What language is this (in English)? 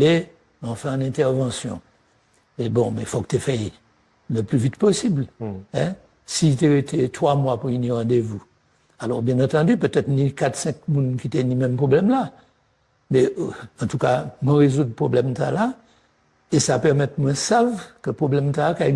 Guadeloupean Creole French